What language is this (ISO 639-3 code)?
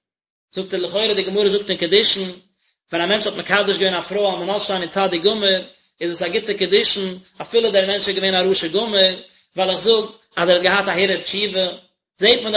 yid